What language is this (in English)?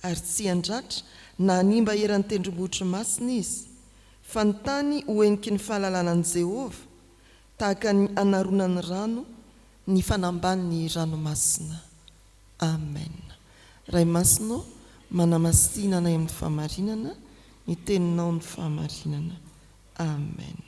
Malagasy